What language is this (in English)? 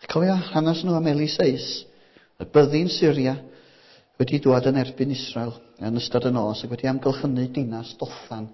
Welsh